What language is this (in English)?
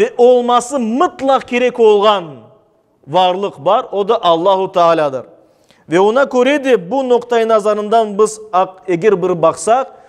Crimean Tatar